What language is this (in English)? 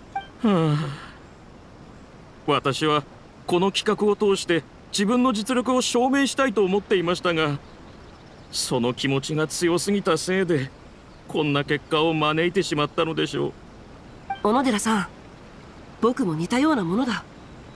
Japanese